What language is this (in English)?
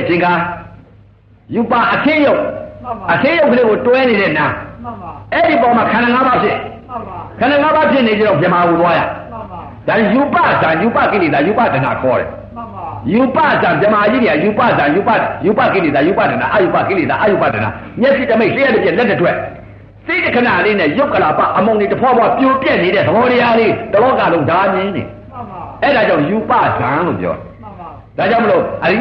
Burmese